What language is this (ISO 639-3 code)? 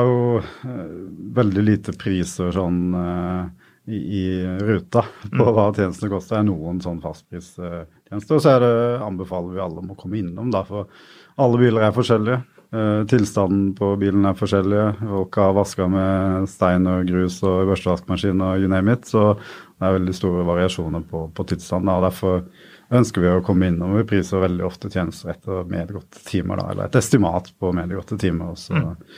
nor